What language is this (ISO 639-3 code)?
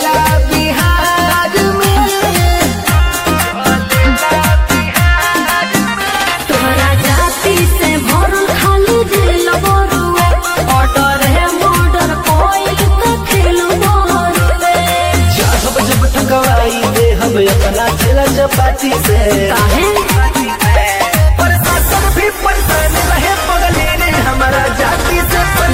bho